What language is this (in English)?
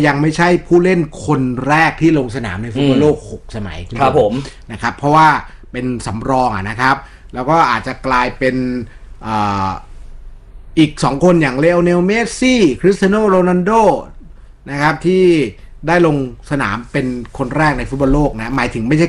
Thai